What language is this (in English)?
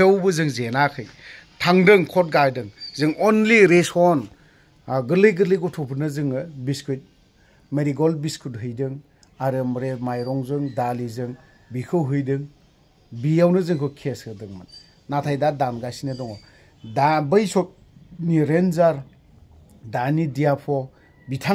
Bodo